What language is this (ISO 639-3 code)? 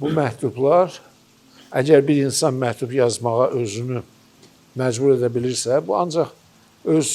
aze